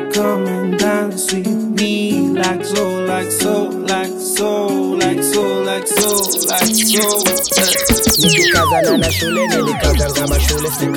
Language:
Swahili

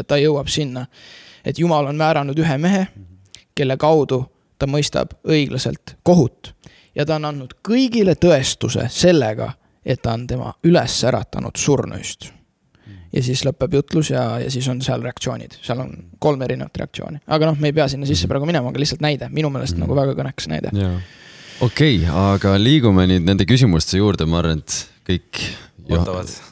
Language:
Estonian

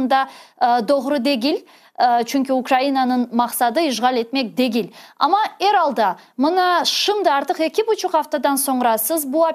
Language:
Crimean Tatar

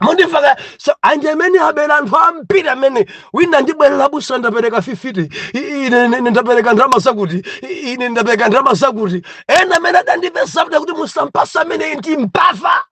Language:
Nyanja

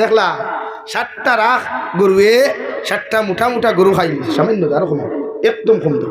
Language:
Sylheti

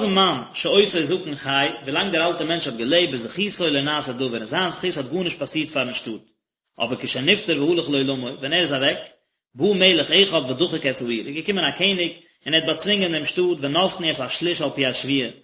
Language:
Yiddish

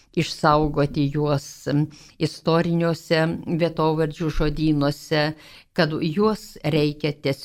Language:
Lithuanian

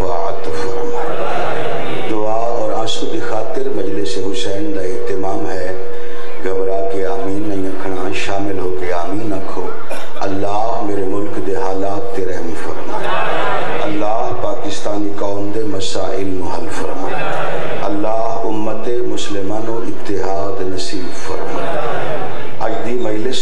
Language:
Western Panjabi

